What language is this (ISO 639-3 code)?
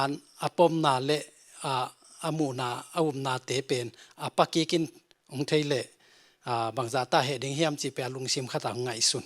ctd